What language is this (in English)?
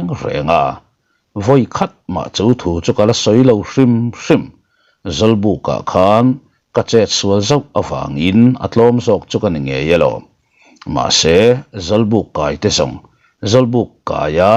Mizo